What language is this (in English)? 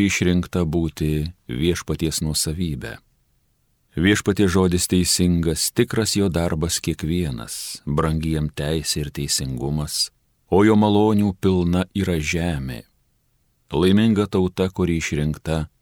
Lithuanian